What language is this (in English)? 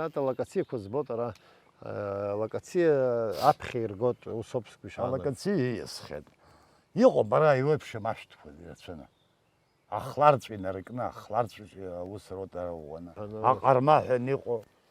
Abkhazian